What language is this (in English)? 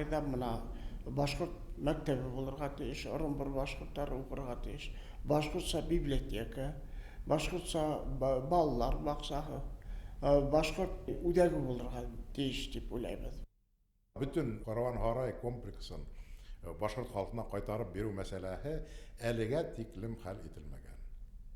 Bashkir